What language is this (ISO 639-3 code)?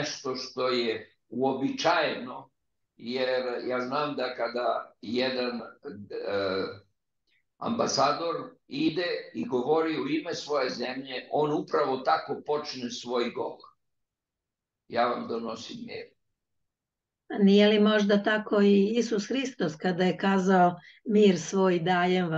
srp